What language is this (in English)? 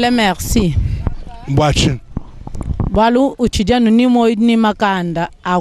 Luba-Lulua